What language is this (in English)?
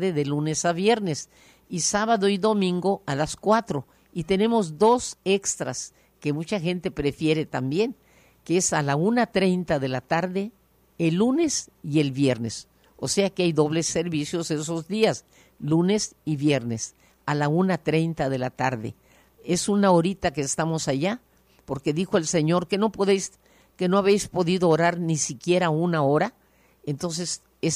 Spanish